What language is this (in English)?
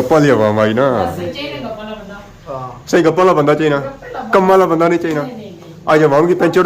Pahari-Potwari